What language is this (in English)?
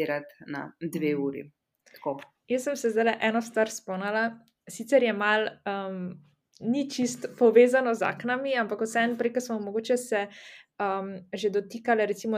Slovenian